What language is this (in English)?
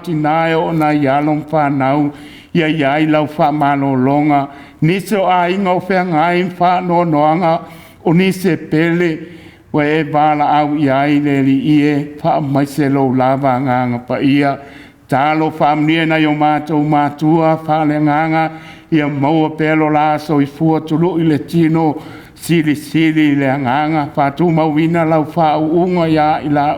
Samoan